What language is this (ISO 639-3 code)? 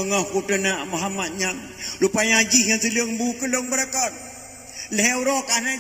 ace